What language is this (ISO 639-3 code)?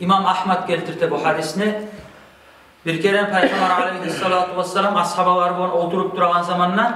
kum